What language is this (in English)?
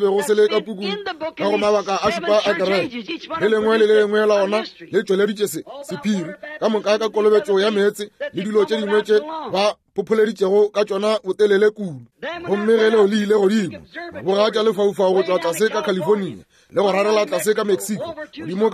Northern Sotho